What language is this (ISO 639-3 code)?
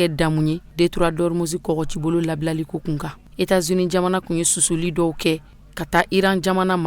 bam